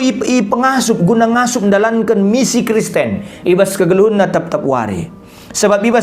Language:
Batak Karo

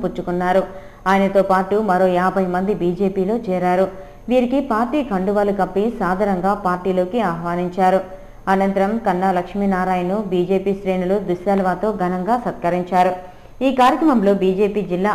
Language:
Telugu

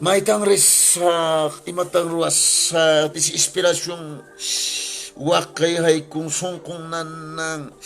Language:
Quechua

